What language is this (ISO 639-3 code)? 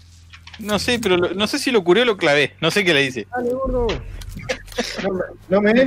spa